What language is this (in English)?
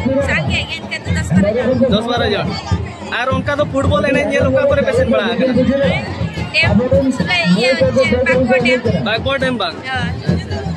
Santali